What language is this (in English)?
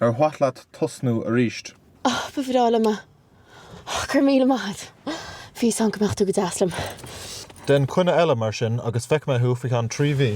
Irish